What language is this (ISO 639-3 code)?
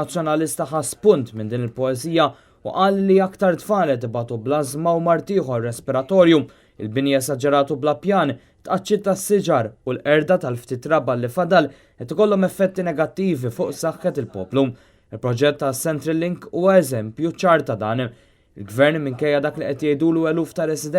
mlt